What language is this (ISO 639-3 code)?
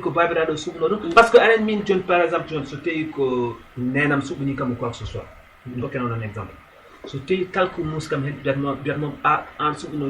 ful